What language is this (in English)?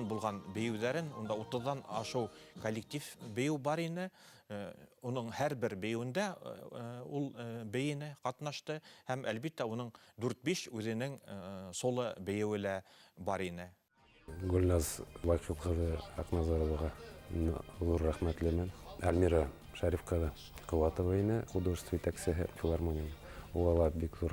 Bashkir